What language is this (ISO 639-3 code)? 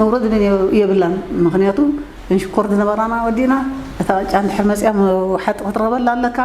tir